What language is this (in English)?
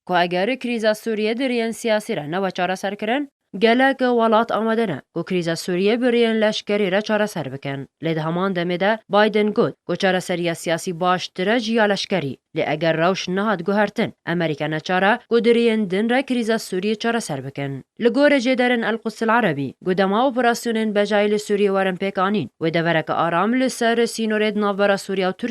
Kurdish